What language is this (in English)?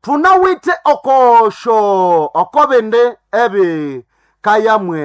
Nande